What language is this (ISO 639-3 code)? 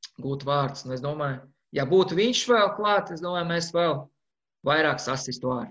lav